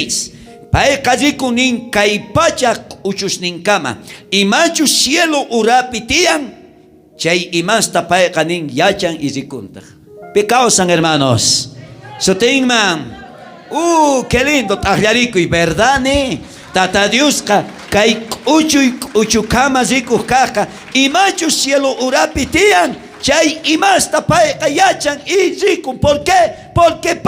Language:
South Bolivian Quechua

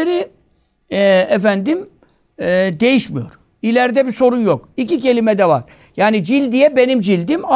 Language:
Turkish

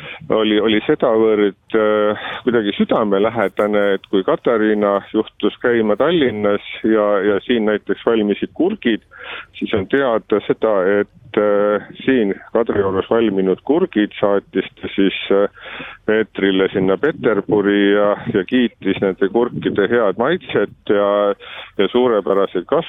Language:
Estonian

